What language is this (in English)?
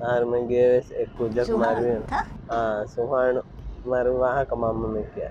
Divehi